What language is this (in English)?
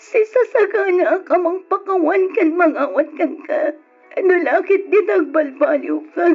Iloko